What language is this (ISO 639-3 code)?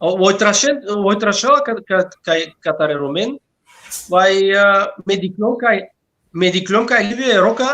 rmn